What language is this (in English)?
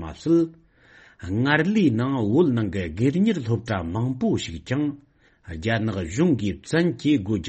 Tibetan